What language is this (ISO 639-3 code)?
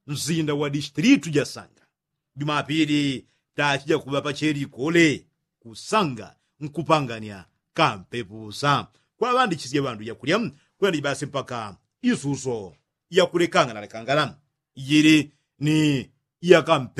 yao